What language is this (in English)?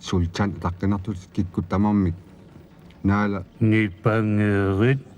Kalaallisut